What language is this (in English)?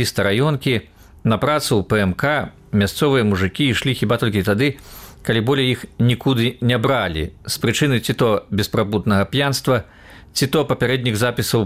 Belarusian